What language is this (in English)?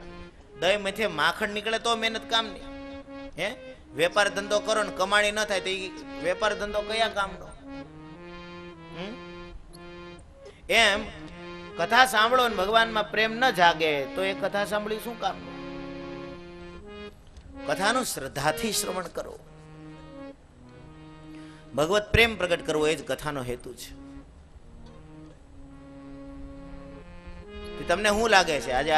Gujarati